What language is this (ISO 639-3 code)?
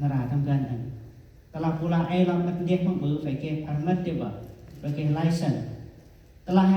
cmo